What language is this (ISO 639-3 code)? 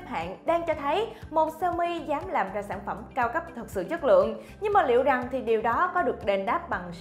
vie